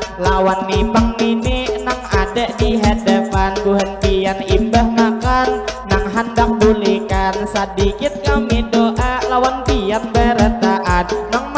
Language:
Banjar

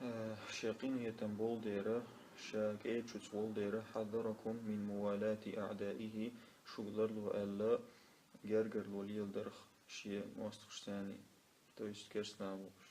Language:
Chechen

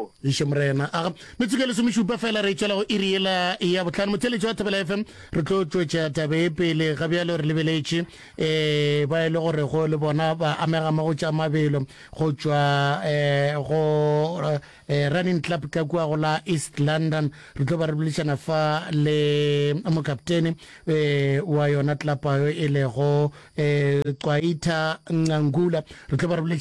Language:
Northern Sotho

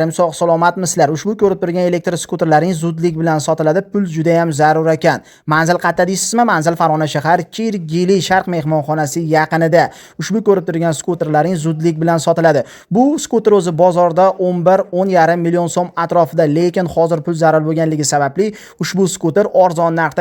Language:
Uzbek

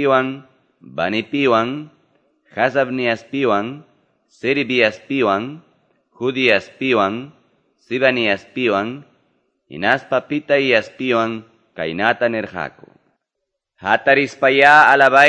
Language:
Ayacucho Quechua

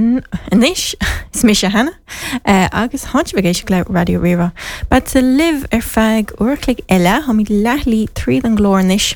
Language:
Irish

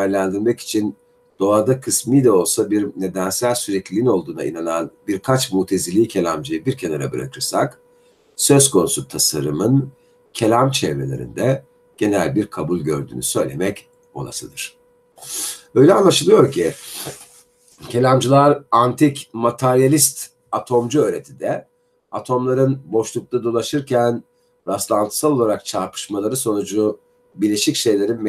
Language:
Turkish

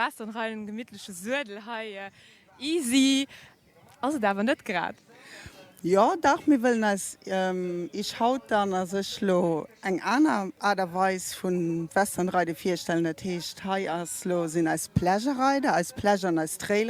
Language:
Luxembourgish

